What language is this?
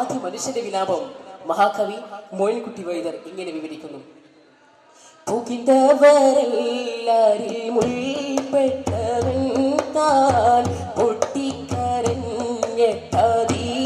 Malayalam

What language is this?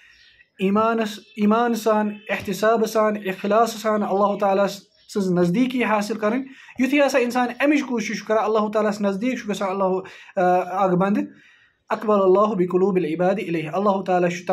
Kashmiri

